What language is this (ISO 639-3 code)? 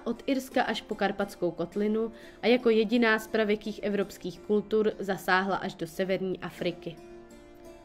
ces